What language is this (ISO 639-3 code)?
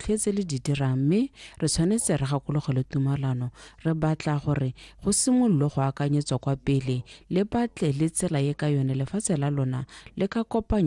tsn